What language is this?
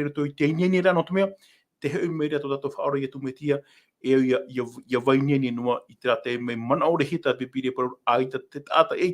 Tahitian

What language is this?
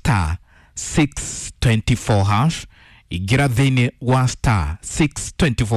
Kikuyu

